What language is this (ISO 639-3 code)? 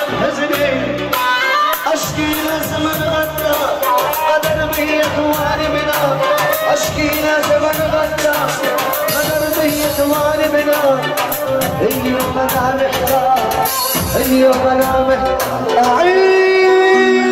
ajp